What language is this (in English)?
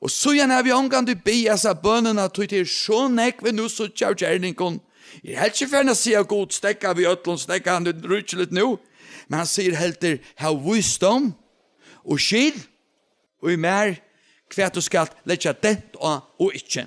Faroese